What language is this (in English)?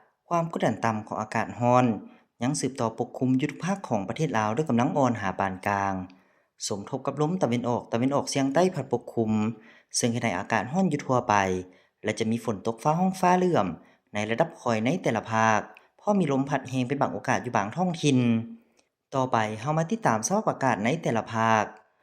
Lao